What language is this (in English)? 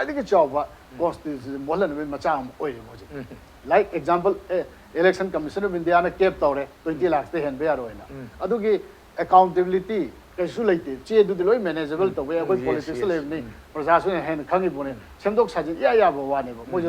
Manipuri